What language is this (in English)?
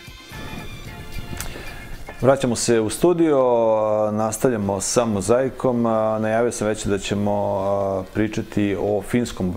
Serbian